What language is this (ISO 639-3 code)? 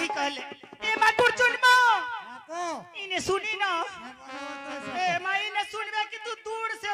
anp